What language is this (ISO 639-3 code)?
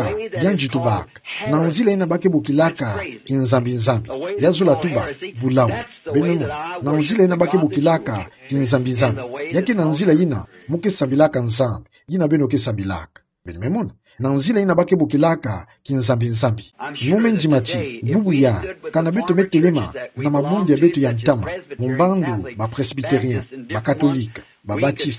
ktu